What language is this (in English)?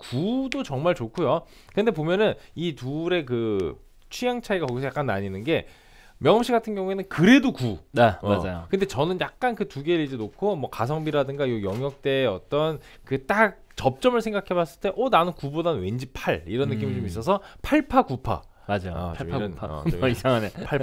Korean